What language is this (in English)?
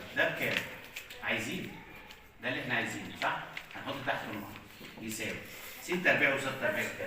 Egyptian Arabic